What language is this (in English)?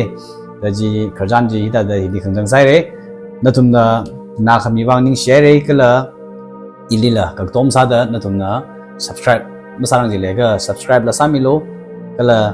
Tangkhul Naga (India)